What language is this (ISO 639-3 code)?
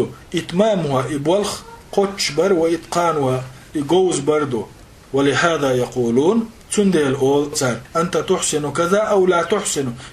che